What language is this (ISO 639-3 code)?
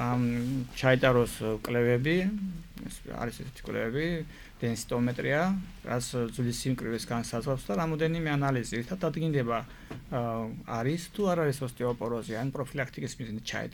kat